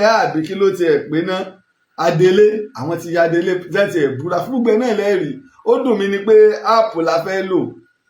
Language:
Yoruba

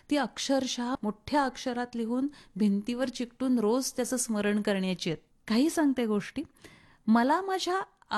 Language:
Marathi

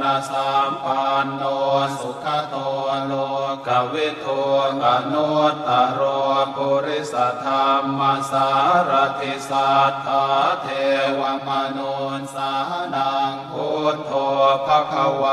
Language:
Pali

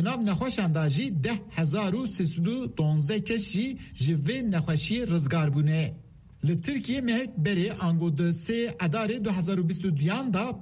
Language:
Kurdish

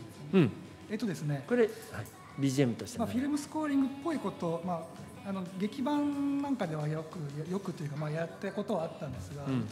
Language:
Japanese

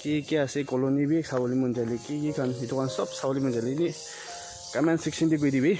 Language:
Naga Pidgin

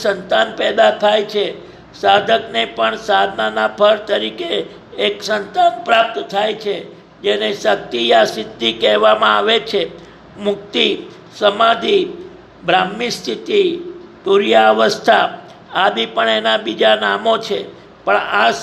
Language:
Gujarati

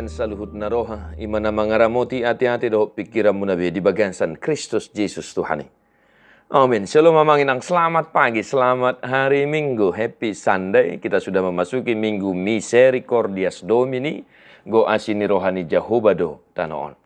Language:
Batak Toba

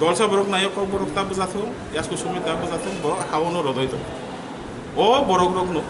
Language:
Kok Borok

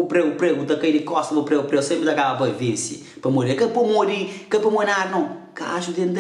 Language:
Kabuverdianu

